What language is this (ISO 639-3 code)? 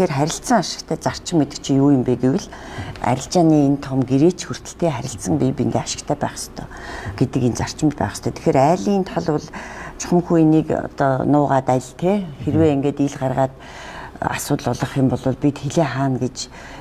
mon